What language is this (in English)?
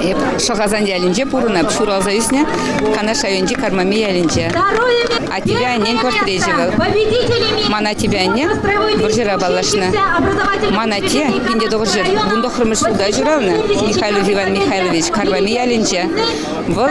Chuvash